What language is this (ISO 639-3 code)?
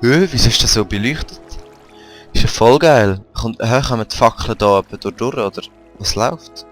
gsw